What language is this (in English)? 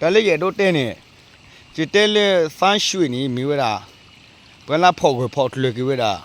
S'gaw Karen